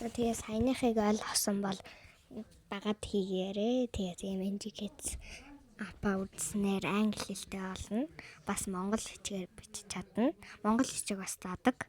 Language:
Mongolian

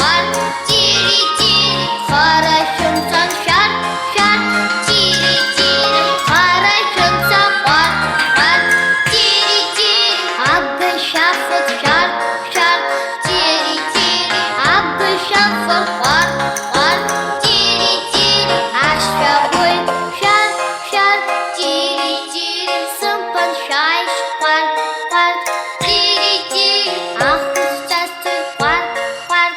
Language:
Abkhazian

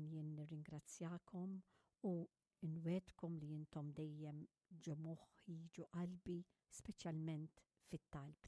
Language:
Maltese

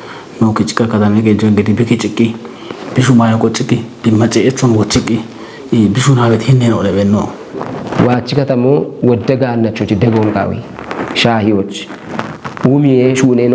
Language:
Kafa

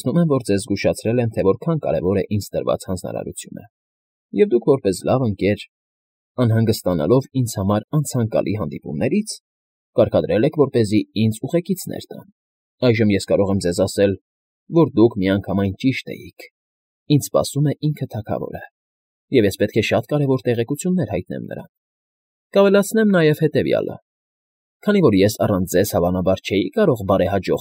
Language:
Armenian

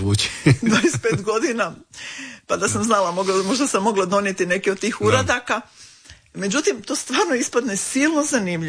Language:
Croatian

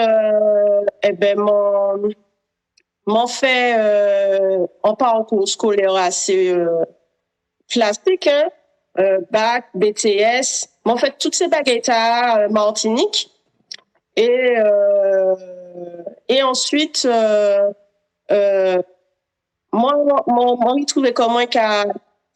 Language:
Guadeloupean Creole French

